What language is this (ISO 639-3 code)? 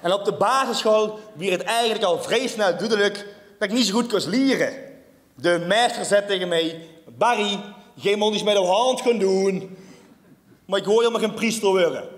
lim